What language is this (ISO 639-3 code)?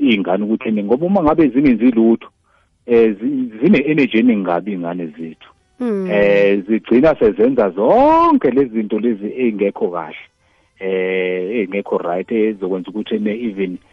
nbl